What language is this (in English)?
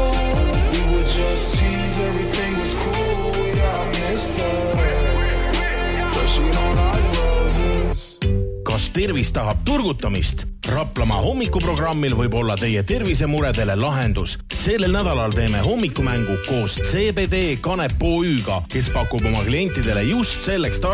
Estonian